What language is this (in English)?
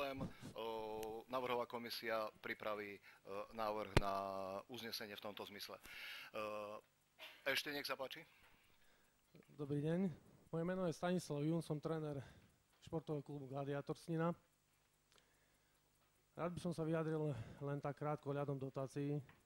Slovak